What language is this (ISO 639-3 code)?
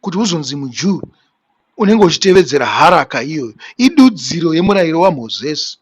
sna